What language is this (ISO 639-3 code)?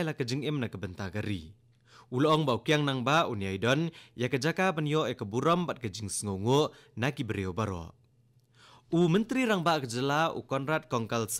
kha